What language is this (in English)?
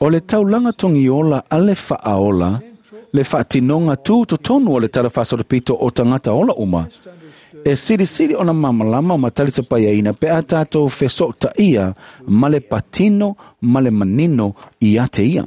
Samoan